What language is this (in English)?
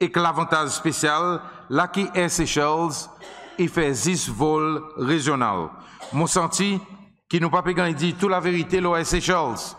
Seselwa Creole French